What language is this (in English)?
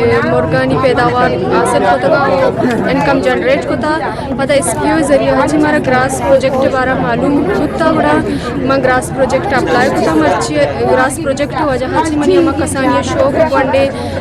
Eastern Balochi